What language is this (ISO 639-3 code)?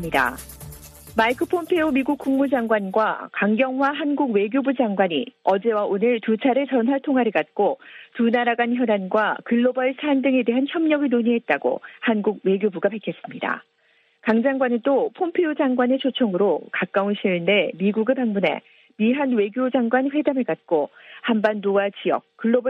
kor